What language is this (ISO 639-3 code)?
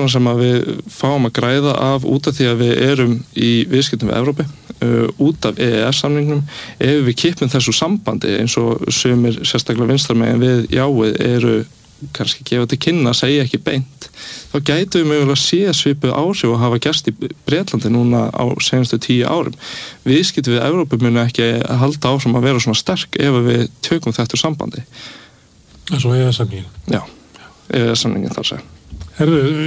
isl